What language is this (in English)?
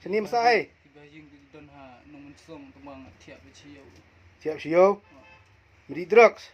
Khasi